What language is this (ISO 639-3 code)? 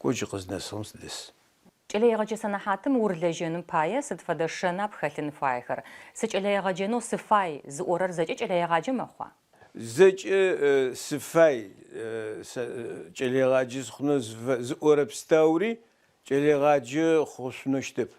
ady